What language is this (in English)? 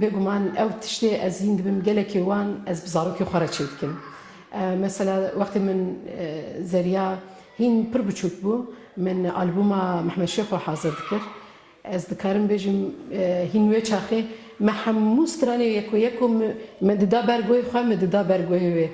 Kurdish